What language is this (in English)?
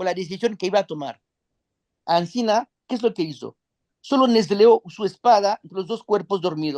Ladino